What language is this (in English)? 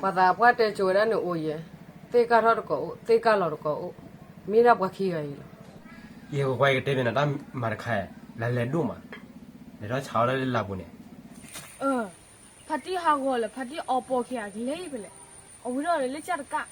S'gaw Karen